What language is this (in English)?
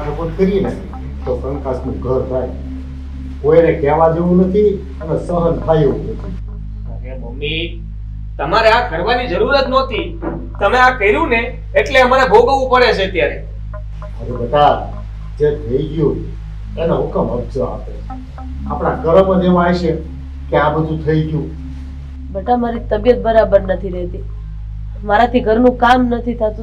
Gujarati